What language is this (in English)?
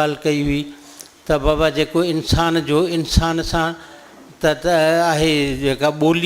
Sindhi